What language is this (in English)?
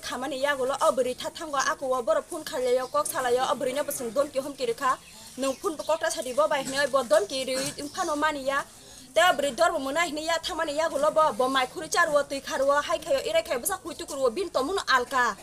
Kok Borok